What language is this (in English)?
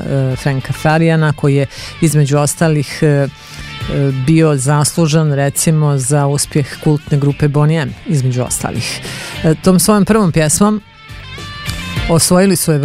Serbian